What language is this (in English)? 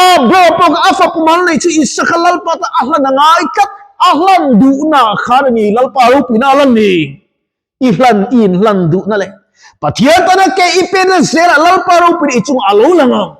Mizo